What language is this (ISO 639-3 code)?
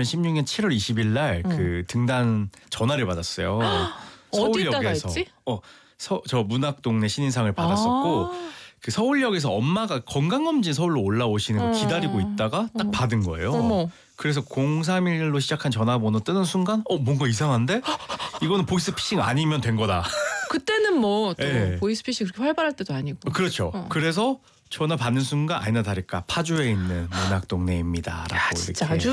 kor